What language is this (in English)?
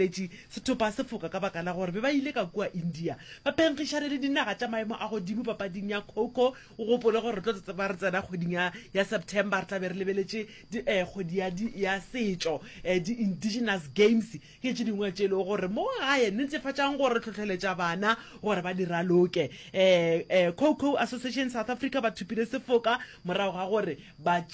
Northern Sotho